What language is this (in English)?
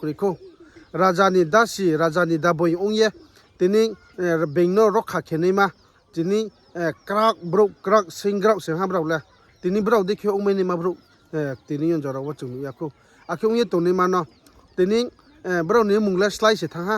Riang (India)